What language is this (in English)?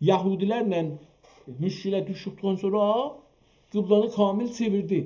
South Azerbaijani